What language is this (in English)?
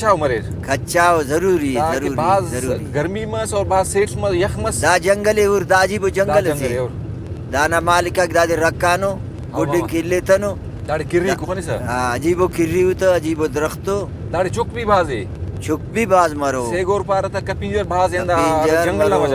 Brahui